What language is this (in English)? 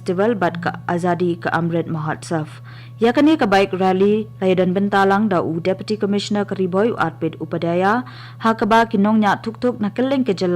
Khasi